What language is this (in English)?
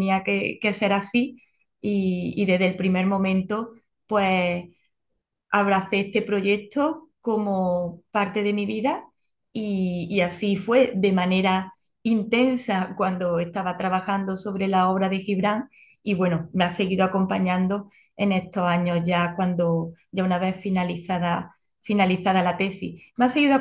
Spanish